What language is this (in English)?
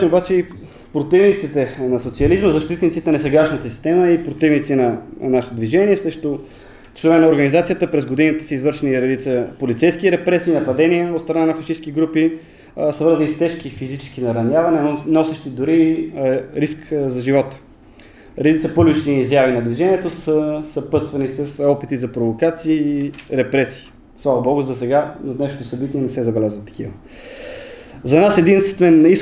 Bulgarian